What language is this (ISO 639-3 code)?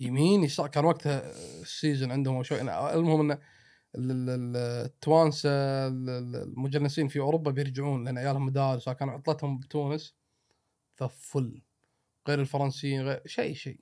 afb